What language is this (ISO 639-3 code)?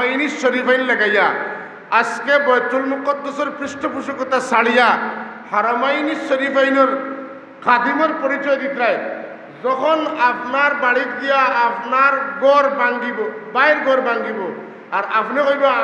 syl